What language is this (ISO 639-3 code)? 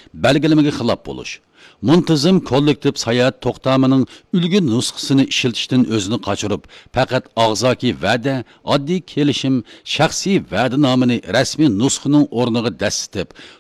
uig